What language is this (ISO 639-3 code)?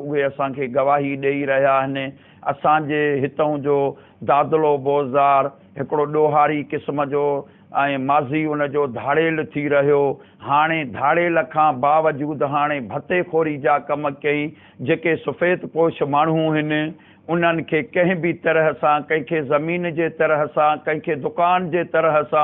snd